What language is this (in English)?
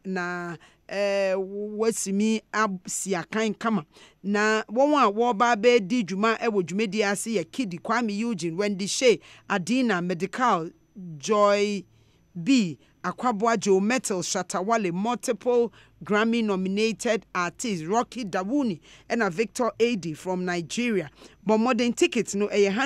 Akan